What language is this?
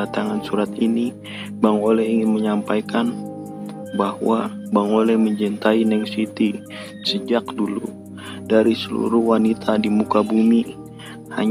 Betawi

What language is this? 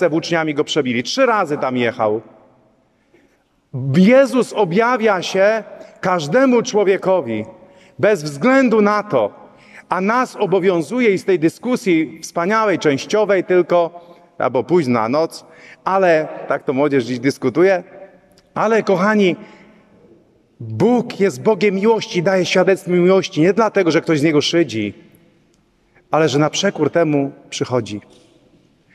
Polish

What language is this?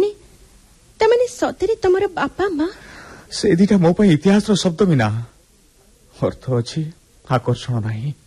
Odia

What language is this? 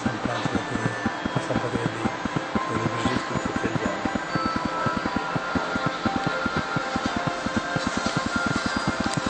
Italian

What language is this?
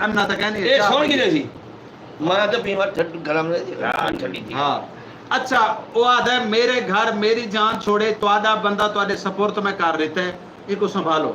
Saraiki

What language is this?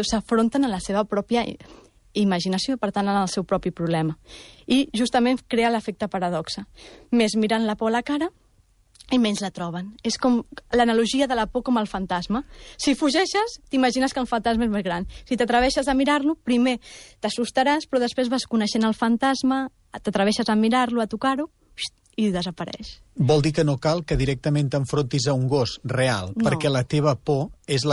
Catalan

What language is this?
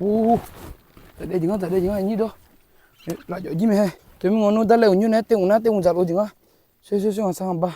Akha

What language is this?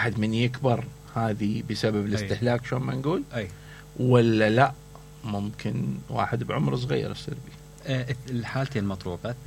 Mesopotamian Arabic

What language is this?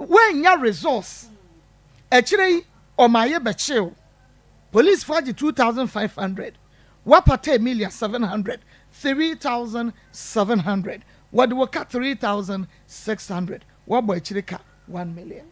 Akan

